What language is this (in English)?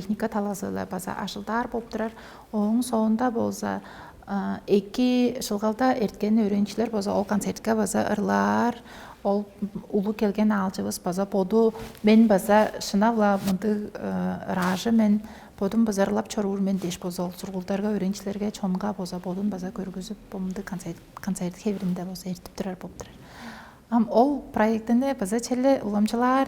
Tuvinian